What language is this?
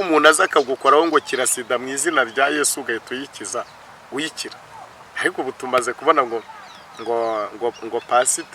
Kinyarwanda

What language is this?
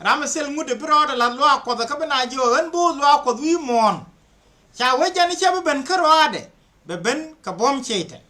Nuer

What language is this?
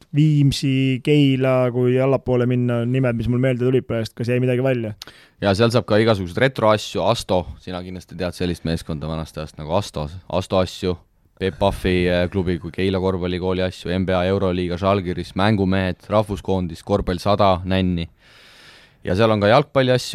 Estonian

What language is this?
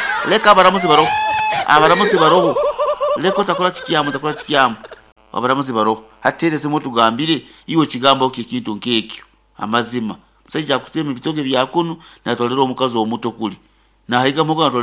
Nyankole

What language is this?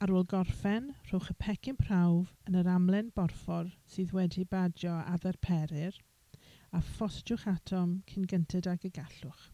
Welsh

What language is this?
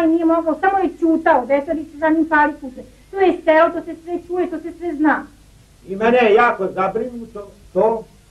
Serbian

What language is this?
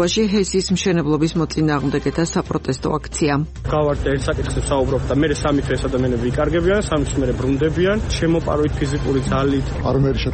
Georgian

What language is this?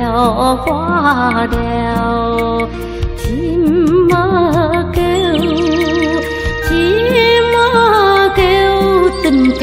Vietnamese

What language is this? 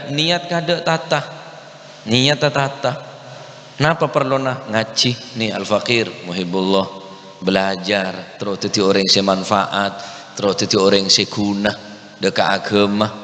Madurese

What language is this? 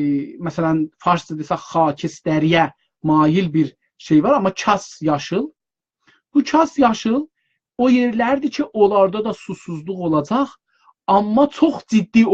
South Azerbaijani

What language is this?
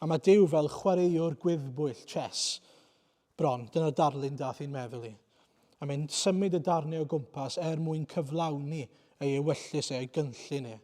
Welsh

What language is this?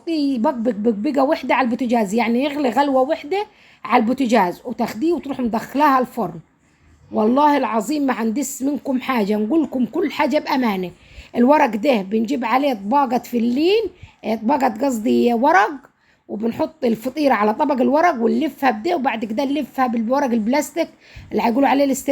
Egyptian Arabic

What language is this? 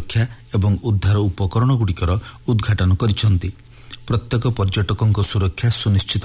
Odia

